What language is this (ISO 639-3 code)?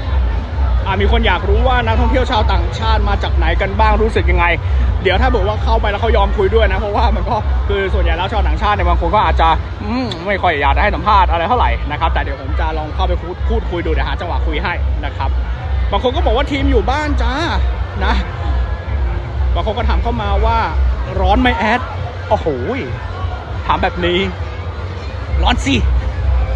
tha